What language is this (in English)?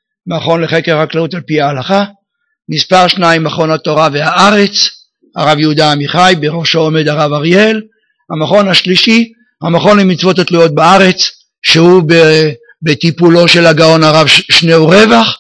Hebrew